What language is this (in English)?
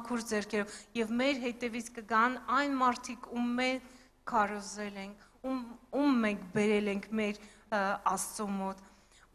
Armenian